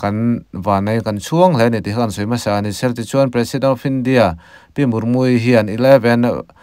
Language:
Mizo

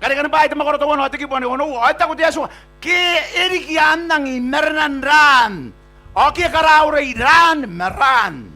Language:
Gilbertese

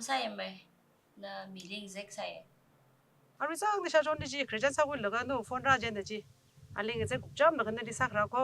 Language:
Tangkhul Naga (India)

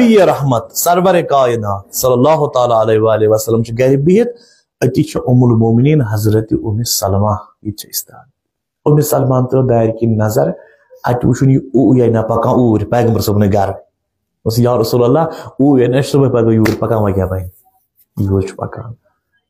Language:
Kashmiri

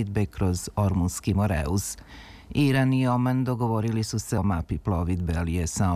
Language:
Serbian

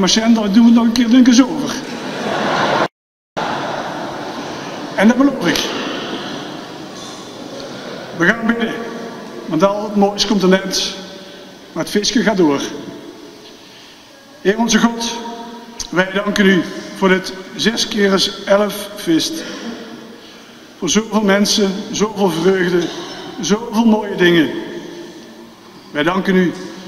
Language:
Dutch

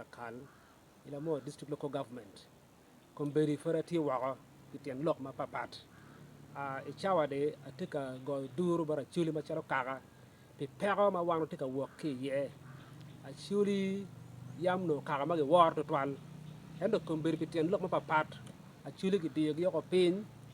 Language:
Acoli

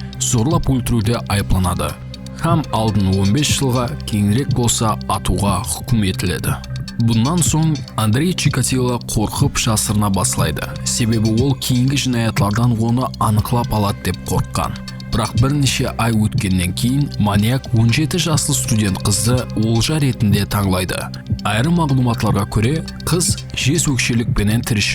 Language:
Kara-Kalpak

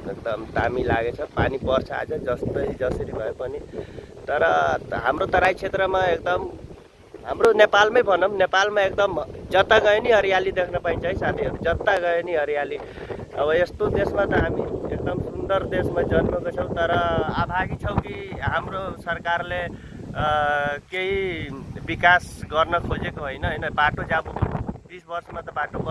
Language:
Nepali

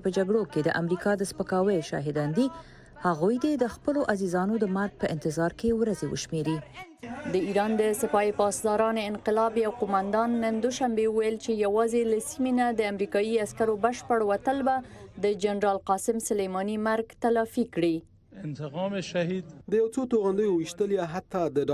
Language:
Pashto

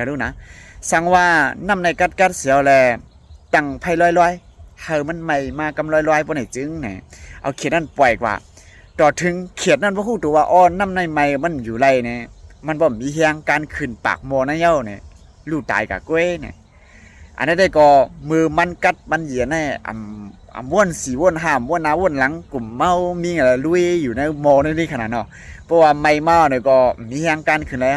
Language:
Shan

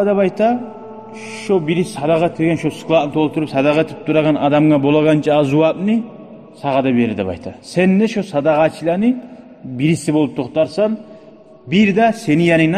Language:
Kumyk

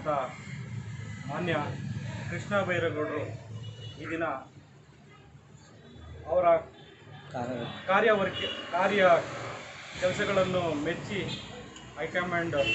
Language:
Kannada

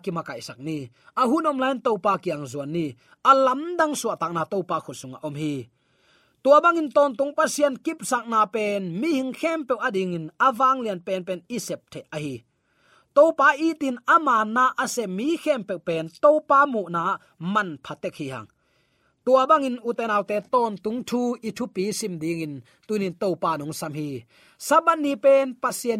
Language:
Tedim Chin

